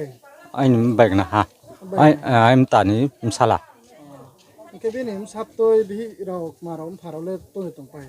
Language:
Riang (India)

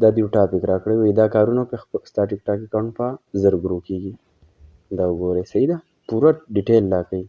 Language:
Pashto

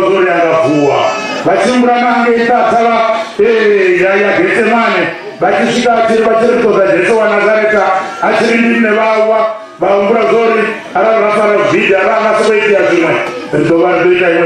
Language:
Venda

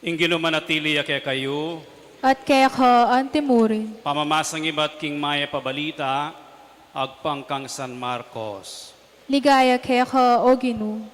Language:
Pampanga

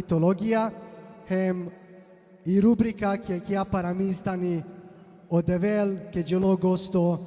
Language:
Balkan Romani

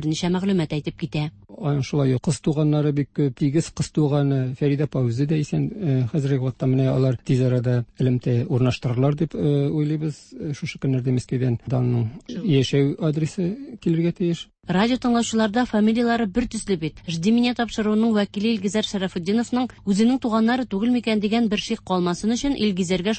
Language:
Tatar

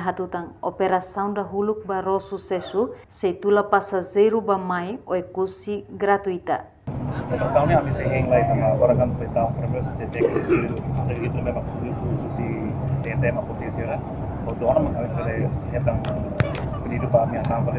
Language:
Tetum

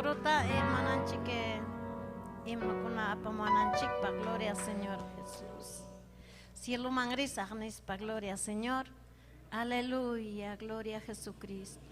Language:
Ayacucho Quechua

